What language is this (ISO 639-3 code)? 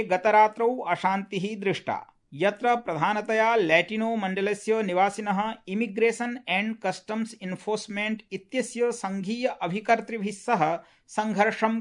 san